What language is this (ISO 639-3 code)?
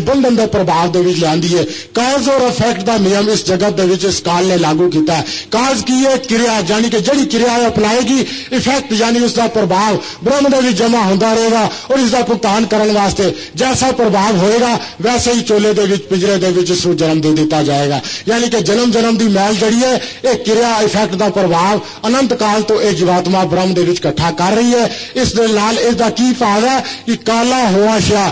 pan